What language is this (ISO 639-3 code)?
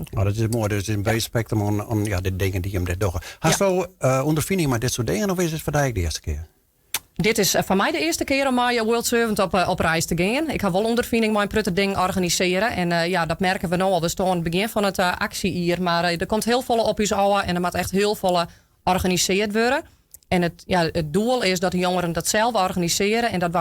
fry